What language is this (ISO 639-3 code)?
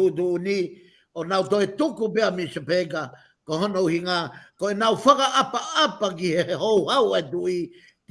ton